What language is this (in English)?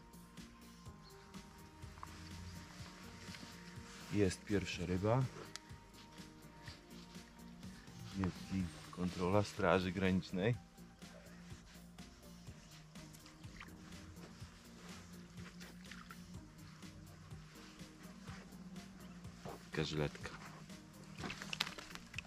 Polish